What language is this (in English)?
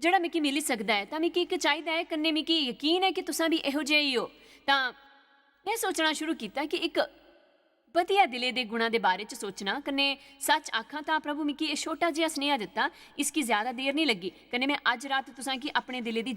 Dogri